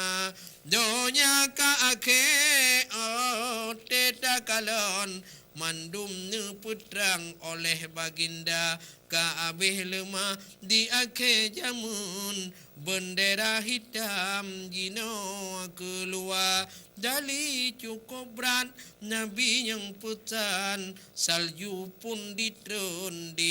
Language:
Achinese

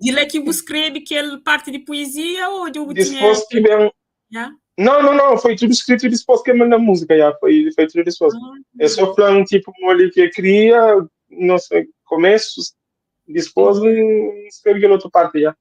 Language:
Kabuverdianu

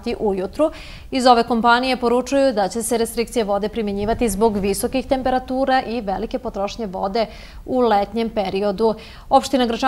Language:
Serbian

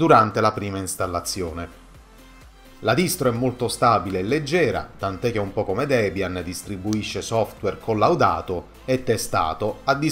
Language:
Italian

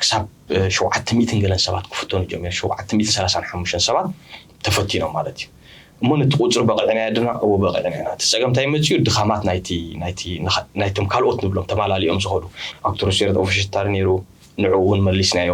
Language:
Tigrinya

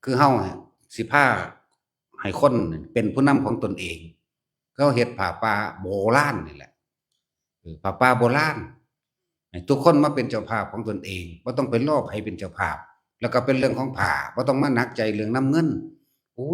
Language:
Northeastern Thai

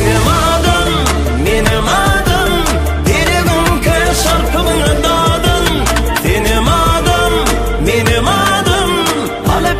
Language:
Turkmen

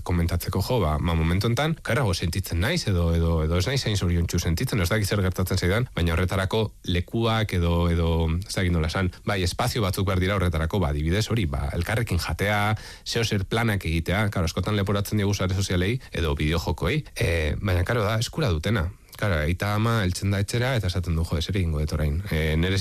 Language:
Basque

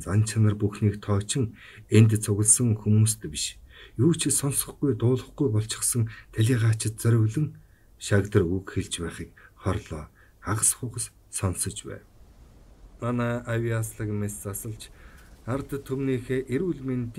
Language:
Mongolian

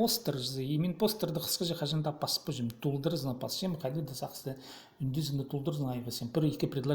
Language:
Khakas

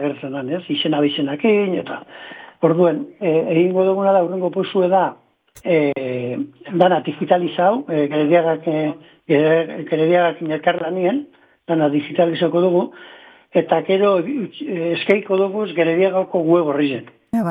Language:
Basque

